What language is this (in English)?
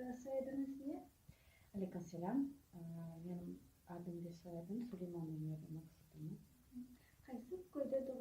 Crimean Tatar